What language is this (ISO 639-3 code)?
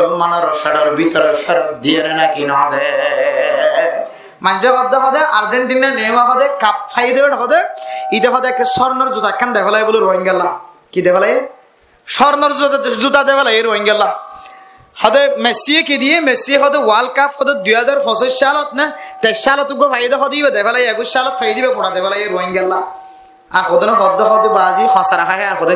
rhg